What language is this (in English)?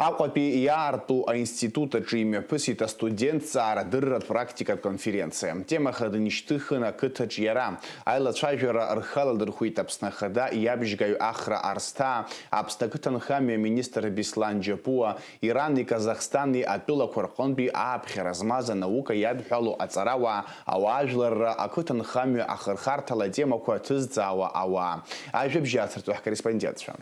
Abkhazian